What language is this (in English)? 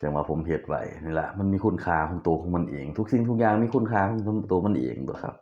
Lao